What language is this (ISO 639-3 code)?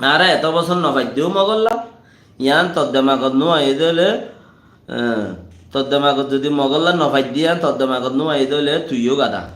rhg